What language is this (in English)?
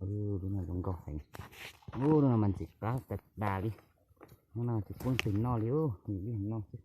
Hmong